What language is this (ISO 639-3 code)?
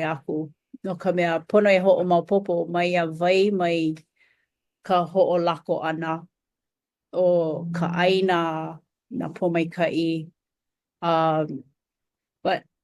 haw